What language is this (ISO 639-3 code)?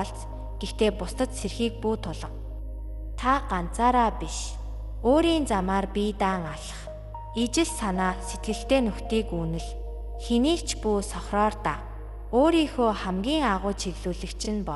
mon